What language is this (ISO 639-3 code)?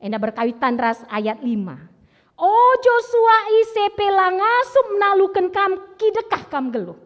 btx